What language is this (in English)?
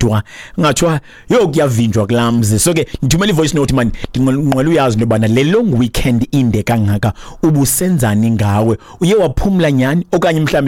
Xhosa